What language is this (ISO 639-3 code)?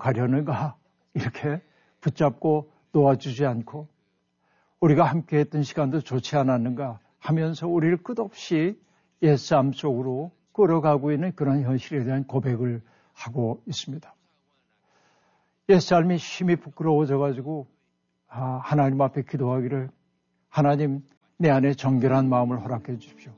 kor